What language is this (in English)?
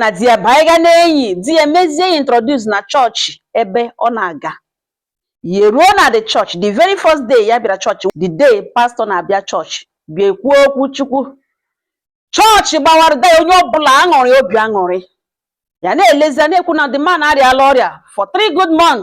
Igbo